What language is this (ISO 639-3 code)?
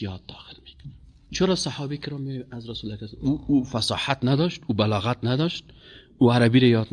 fas